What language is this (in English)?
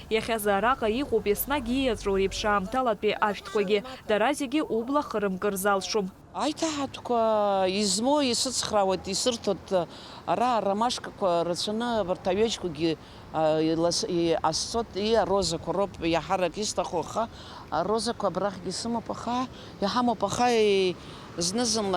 Abkhazian